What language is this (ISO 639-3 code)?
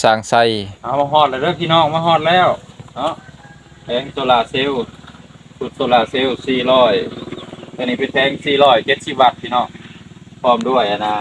lao